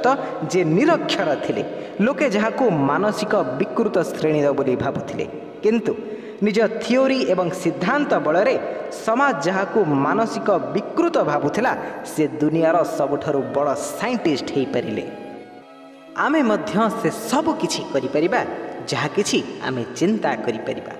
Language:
Odia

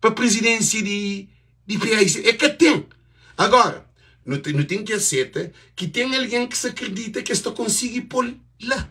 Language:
Kabuverdianu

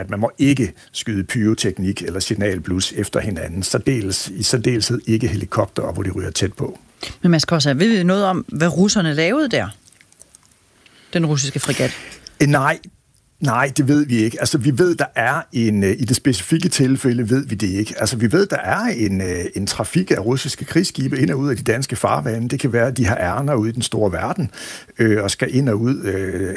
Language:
Danish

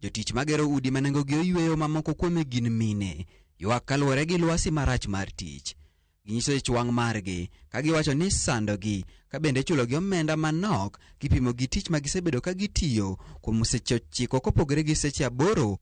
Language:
Luo (Kenya and Tanzania)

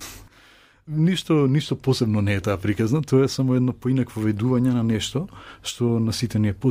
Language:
Macedonian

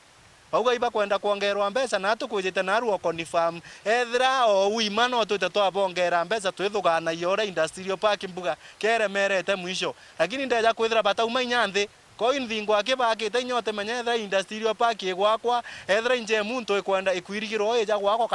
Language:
Meru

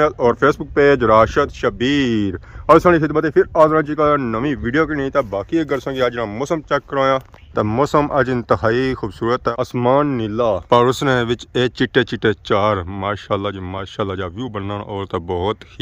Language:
Pahari-Potwari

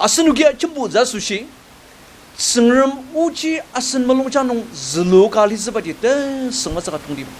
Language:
Ao Naga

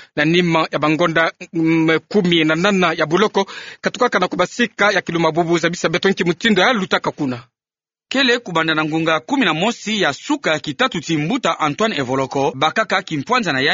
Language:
Kituba (Democratic Republic of Congo)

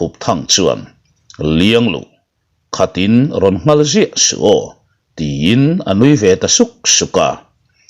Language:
Mizo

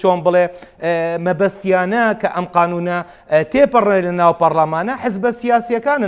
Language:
Central Kurdish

